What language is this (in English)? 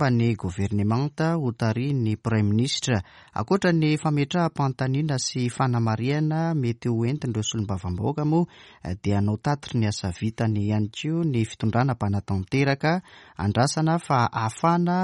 Malagasy